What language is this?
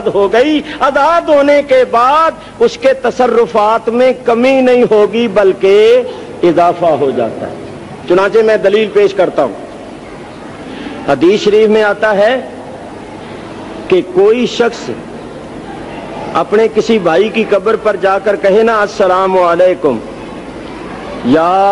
Urdu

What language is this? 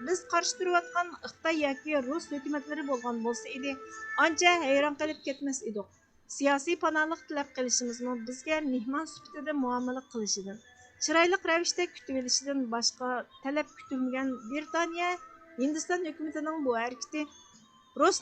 Uyghur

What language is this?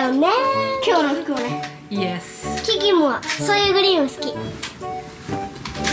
Japanese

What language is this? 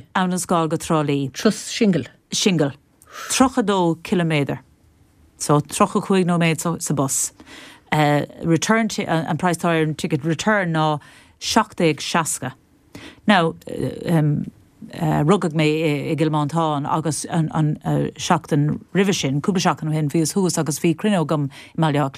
Irish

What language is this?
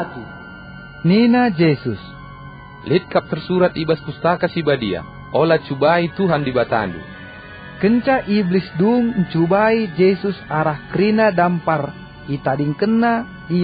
Batak Karo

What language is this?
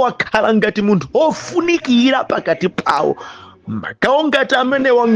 Nyanja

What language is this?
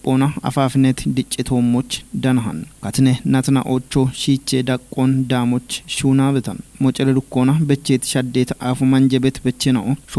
Kafa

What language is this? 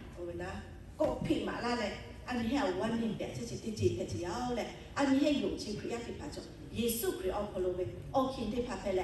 Lahu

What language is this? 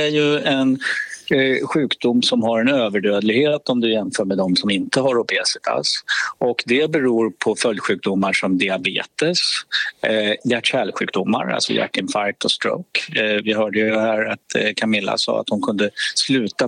Swedish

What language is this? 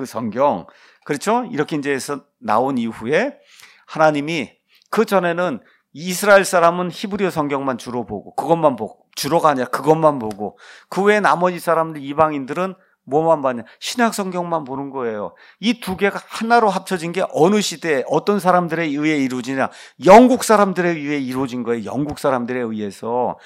Korean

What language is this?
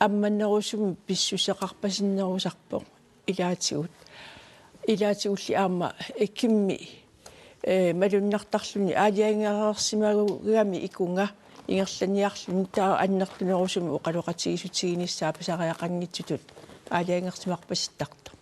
Kalaallisut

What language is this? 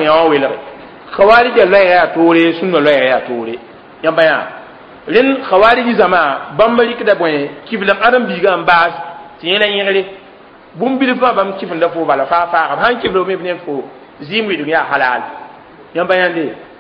Mossi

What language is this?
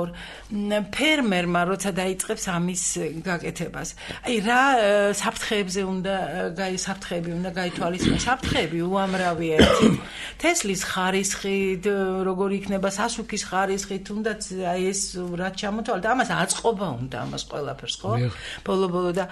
Georgian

